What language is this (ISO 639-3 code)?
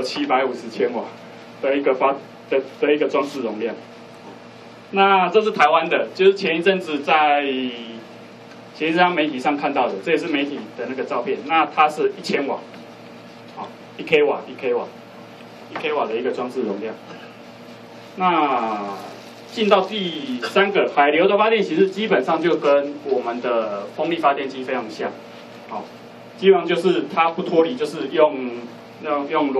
zho